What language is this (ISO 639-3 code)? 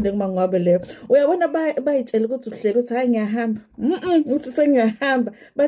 zul